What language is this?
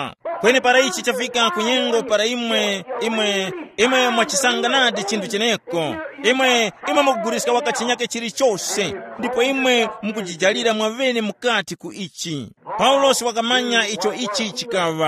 Tumbuka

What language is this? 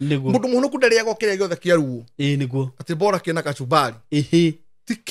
Kikuyu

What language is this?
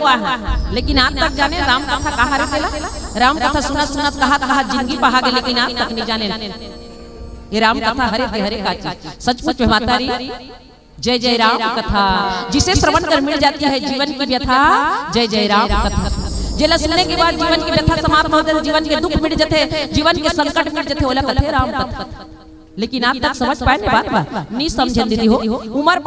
Chhattisgarhi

